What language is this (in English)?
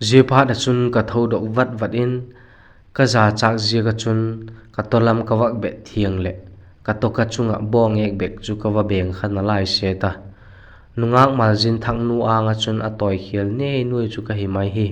Vaiphei